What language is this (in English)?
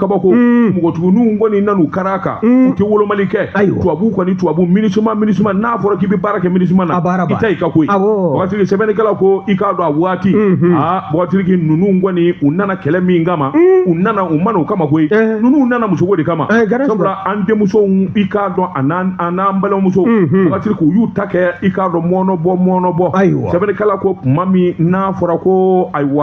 Bambara